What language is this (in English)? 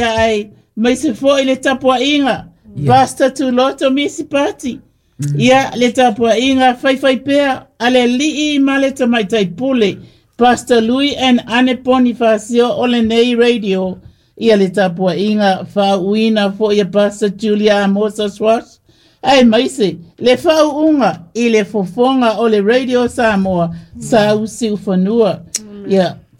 Samoan